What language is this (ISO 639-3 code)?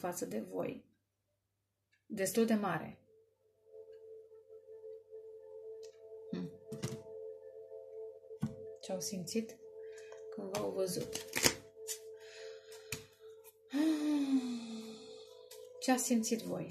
ron